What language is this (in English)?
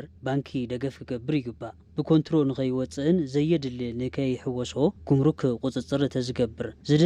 Tigrinya